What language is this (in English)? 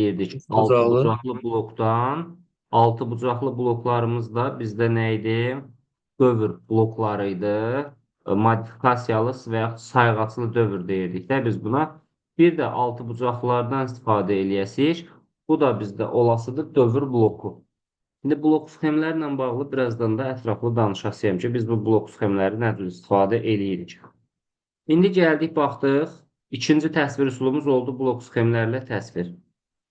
Azerbaijani